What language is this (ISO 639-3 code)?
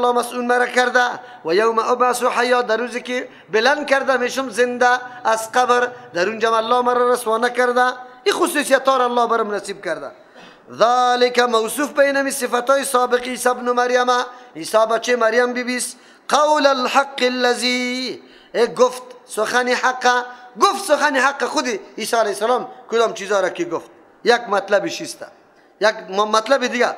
fas